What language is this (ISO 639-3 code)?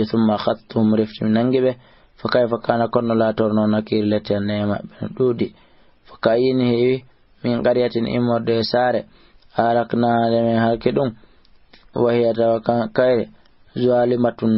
ful